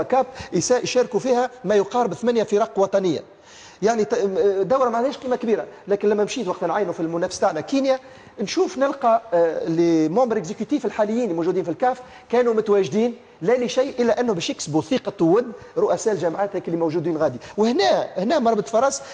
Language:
Tunisian Arabic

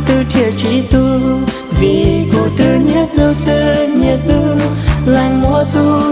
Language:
Hmong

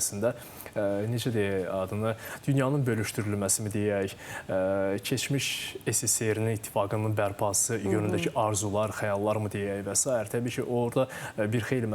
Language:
Azerbaijani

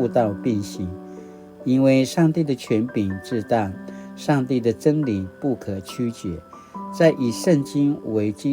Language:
Paiwan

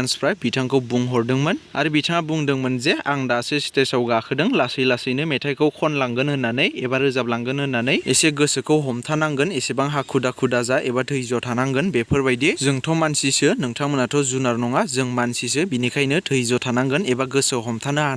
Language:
Bodo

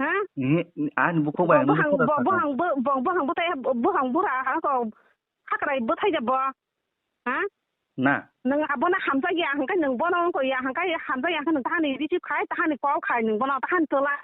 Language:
Kok Borok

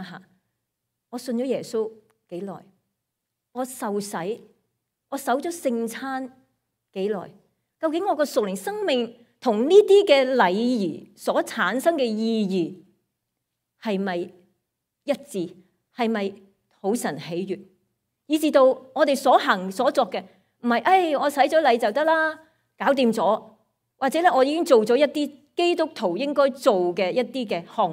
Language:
Cantonese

